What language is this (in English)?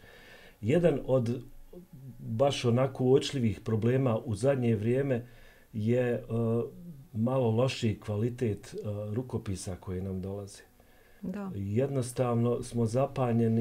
Bosnian